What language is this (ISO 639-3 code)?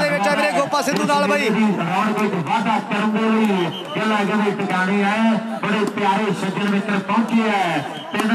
pan